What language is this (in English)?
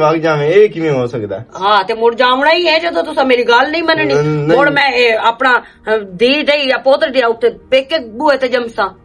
Western Panjabi